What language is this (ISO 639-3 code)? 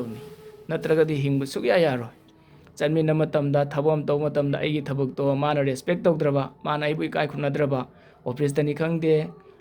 mni